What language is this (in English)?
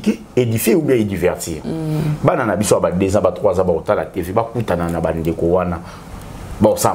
Lingala